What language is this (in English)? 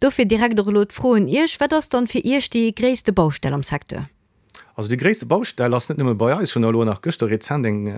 Luxembourgish